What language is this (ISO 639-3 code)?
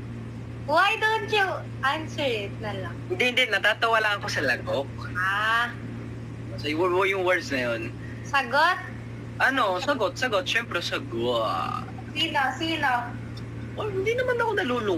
fil